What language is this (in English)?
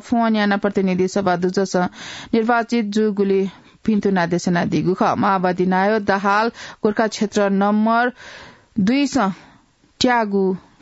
Newari